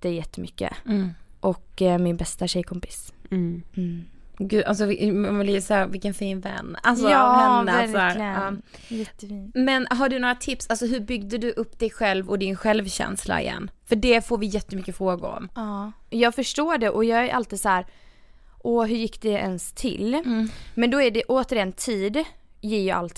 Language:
Swedish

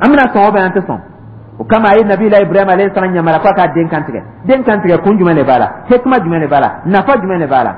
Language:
Dyula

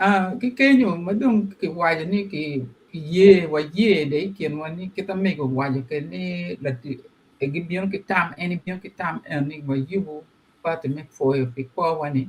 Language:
Acoli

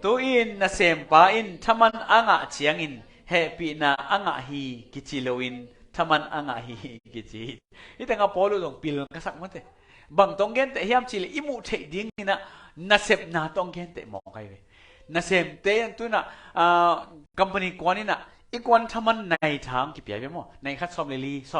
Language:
Tedim Chin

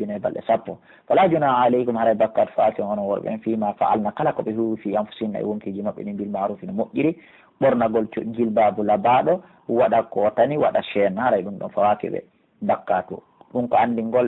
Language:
Pular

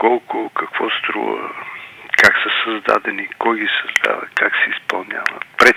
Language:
Bulgarian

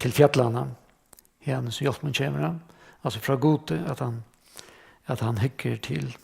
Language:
Faroese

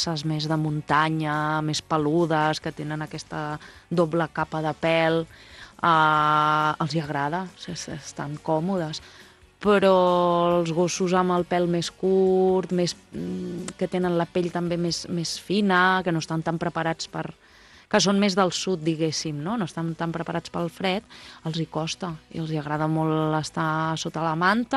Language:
Catalan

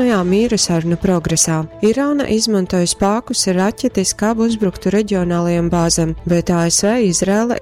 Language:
Latgalian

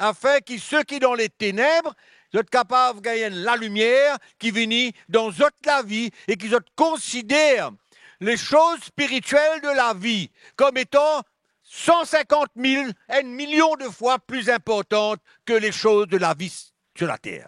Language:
Morisyen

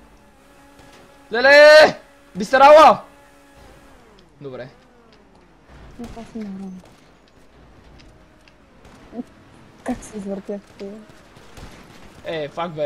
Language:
Bulgarian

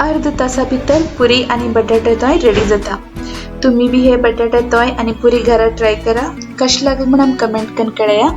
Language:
Konkani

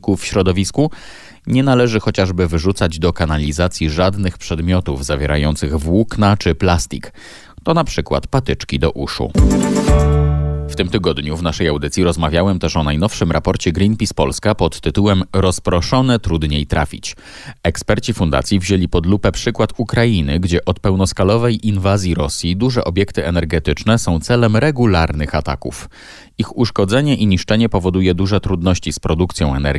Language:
Polish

